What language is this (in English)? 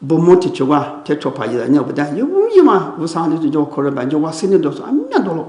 Lisu